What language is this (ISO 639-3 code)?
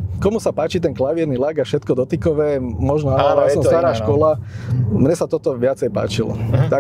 slk